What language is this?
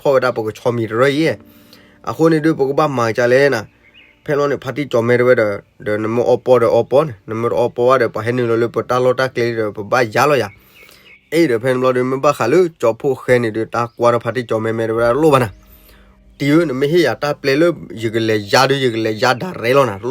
S'gaw Karen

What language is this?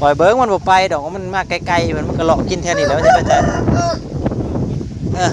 Northeastern Thai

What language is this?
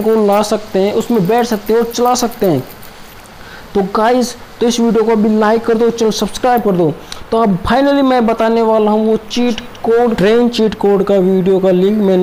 Hindi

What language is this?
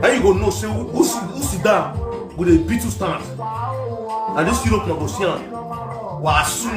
Nigerian Pidgin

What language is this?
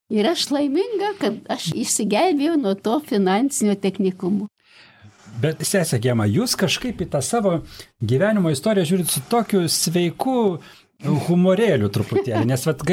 Lithuanian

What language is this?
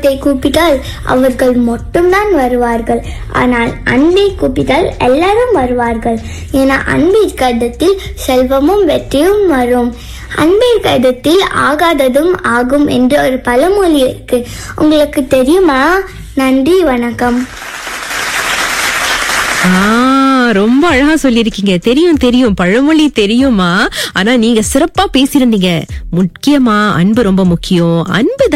Tamil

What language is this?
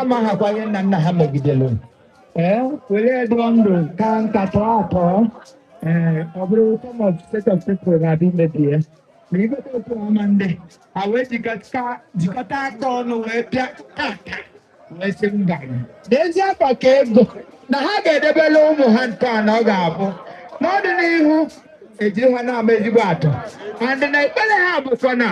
Igbo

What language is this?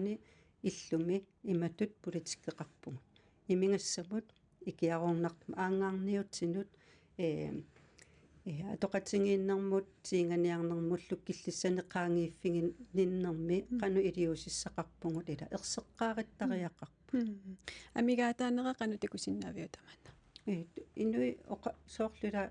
Kalaallisut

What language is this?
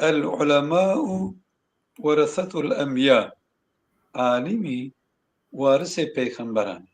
Zaza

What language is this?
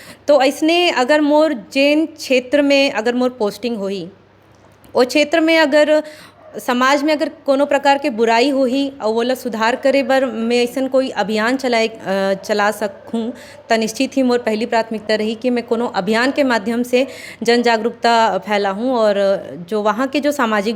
Chhattisgarhi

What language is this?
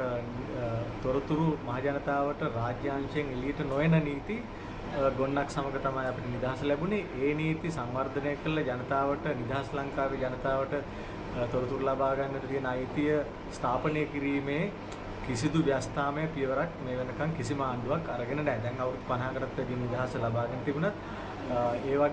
Sinhala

